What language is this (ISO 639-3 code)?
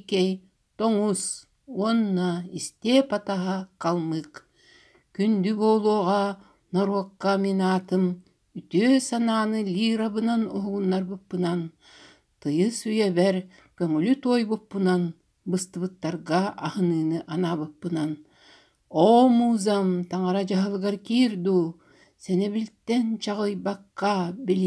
sah